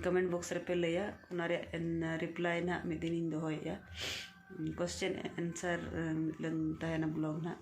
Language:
Santali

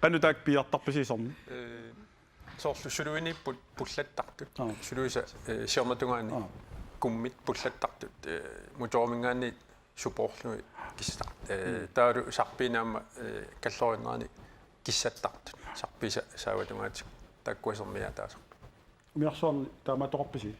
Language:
Kalaallisut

